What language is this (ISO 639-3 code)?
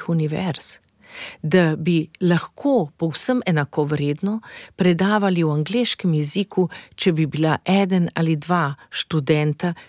slv